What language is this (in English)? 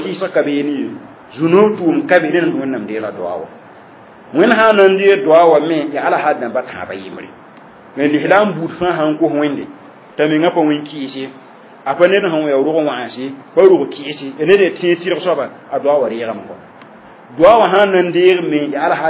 Mossi